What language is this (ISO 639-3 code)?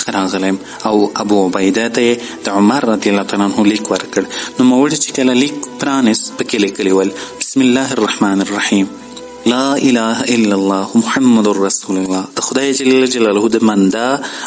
pus